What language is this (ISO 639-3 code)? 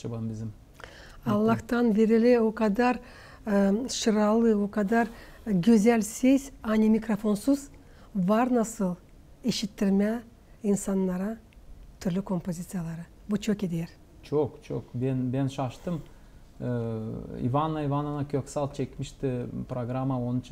gag